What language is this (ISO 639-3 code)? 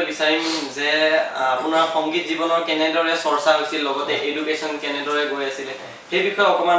asm